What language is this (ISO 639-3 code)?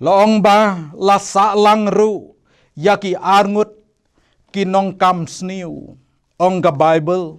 kha